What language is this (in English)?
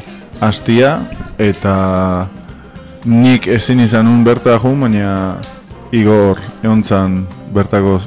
Basque